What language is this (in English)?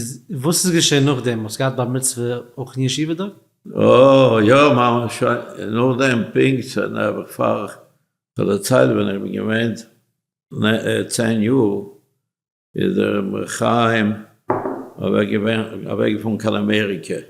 Yiddish